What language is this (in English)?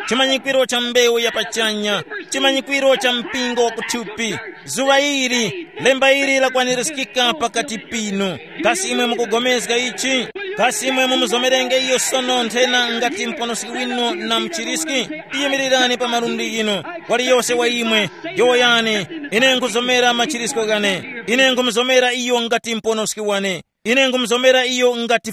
Tumbuka